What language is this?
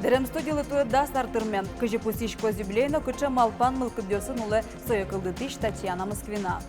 Udmurt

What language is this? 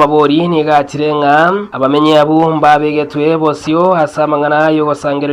Gusii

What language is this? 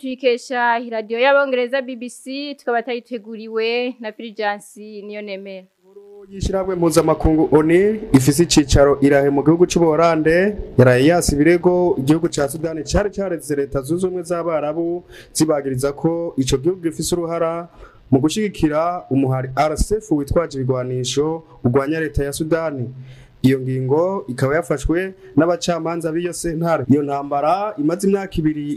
Rundi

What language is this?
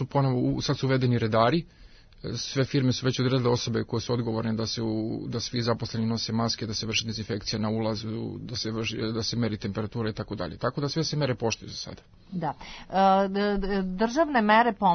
Serbian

